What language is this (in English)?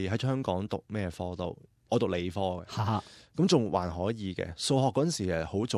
Cantonese